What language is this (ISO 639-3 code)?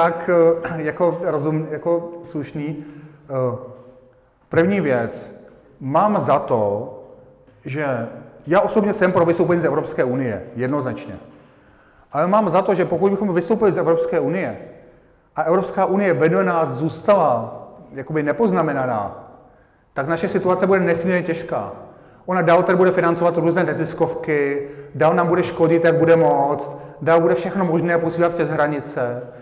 ces